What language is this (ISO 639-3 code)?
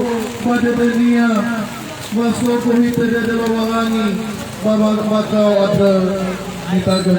nia